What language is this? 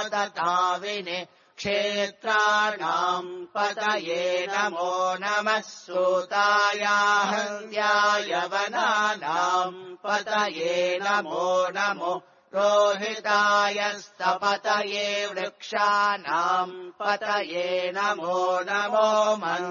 Sanskrit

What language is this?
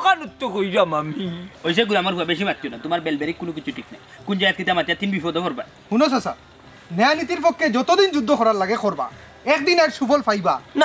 Sylheti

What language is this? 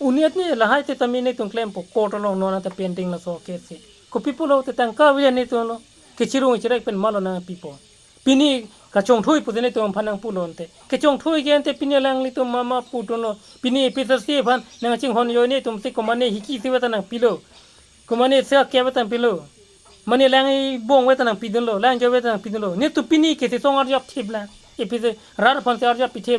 Karbi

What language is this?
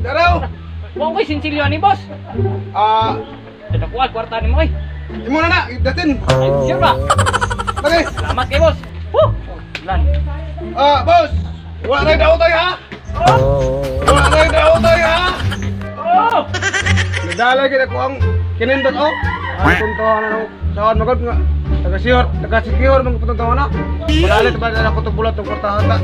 Cebuano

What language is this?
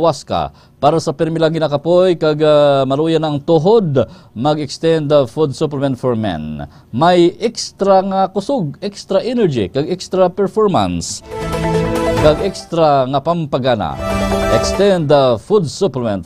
Hiligaynon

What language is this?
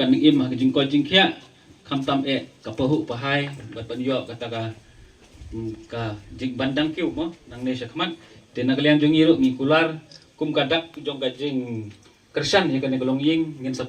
Khasi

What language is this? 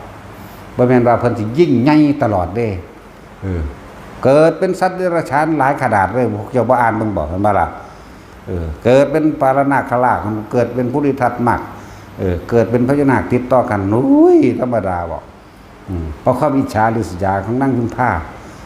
Northeastern Thai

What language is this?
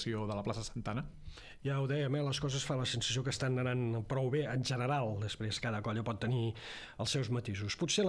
Catalan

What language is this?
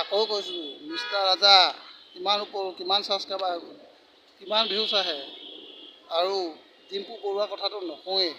Assamese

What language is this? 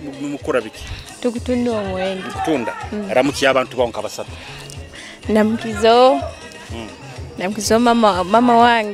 Nyoro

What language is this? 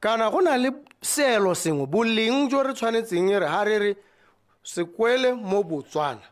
Tswana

